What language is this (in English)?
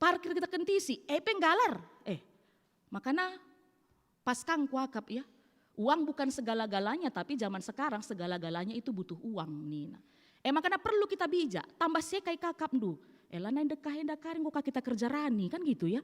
Batak Karo